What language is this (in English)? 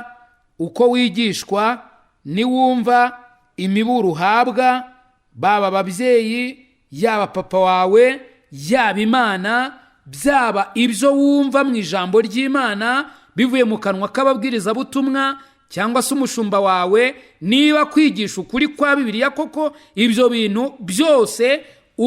Kinyarwanda